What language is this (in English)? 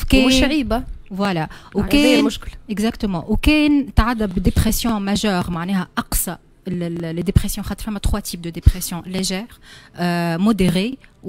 Tunisian Arabic